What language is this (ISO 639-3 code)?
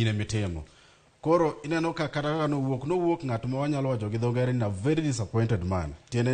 luo